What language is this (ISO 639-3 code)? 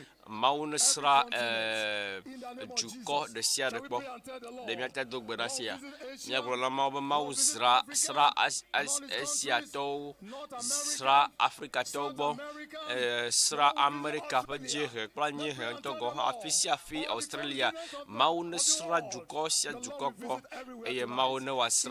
ewe